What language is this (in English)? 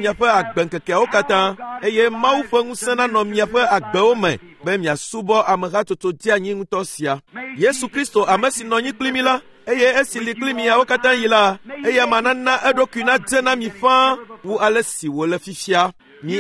Ewe